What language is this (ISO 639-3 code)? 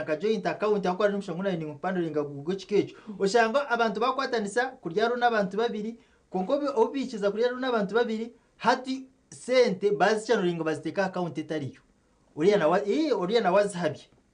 nyn